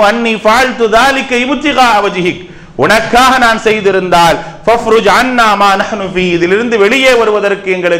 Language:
Tamil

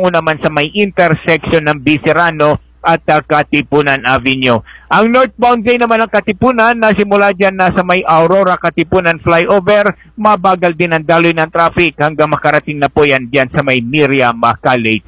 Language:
Filipino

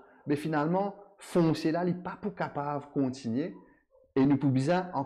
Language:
Morisyen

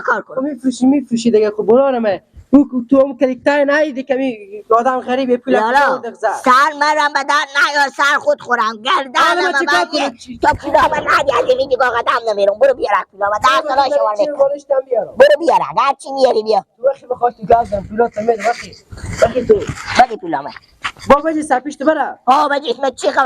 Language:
Persian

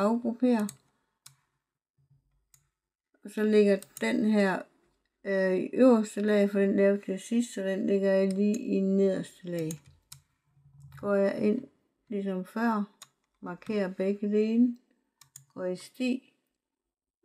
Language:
Danish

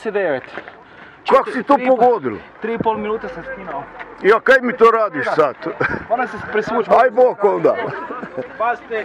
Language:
Croatian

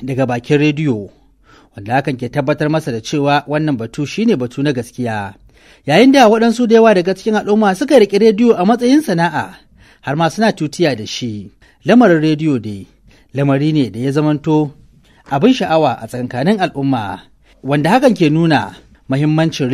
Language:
Hausa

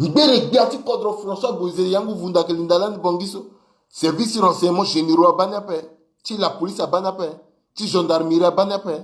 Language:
Sango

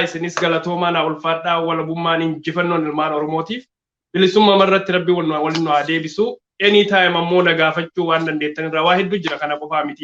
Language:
Oromo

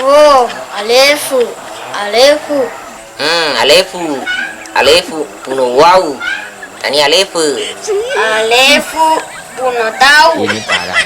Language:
Buginese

